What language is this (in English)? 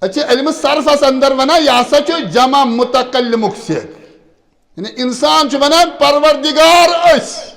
Kashmiri